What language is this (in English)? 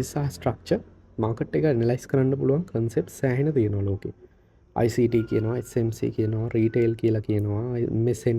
Sinhala